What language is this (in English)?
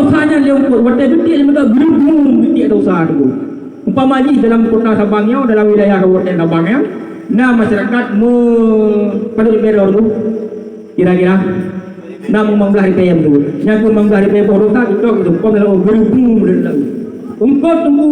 Achinese